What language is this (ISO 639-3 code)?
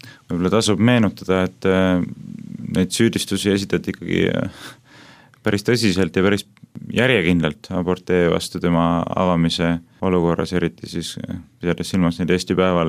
est